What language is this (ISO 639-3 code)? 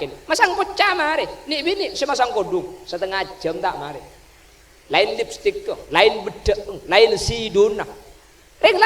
mad